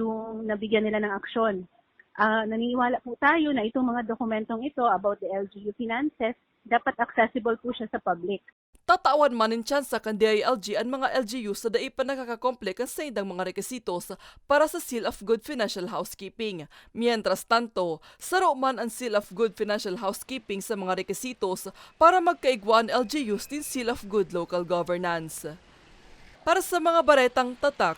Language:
Bikol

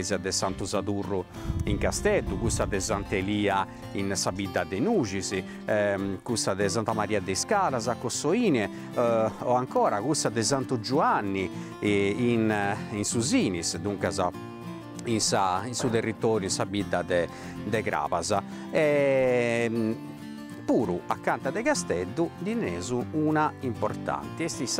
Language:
Sardinian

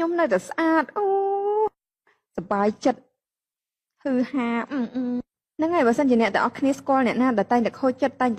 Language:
Khmer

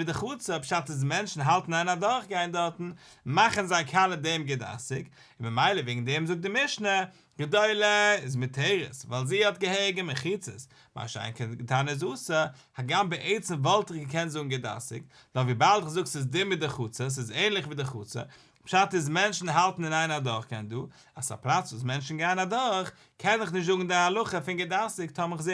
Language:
Yiddish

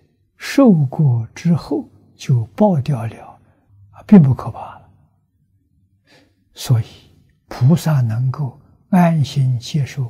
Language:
Chinese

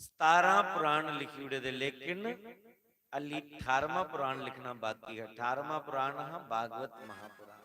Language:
Dogri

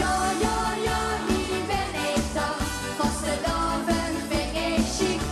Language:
Limburgish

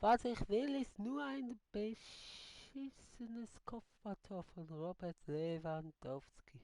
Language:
Swiss German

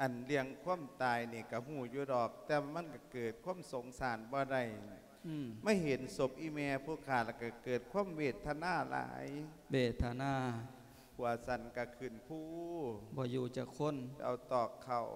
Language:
Lao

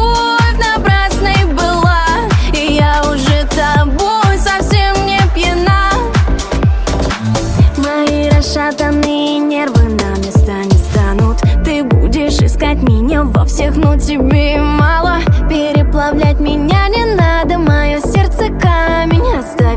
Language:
Russian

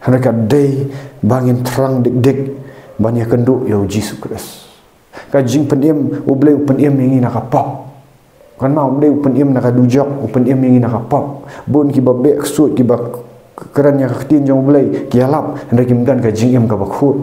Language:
Khasi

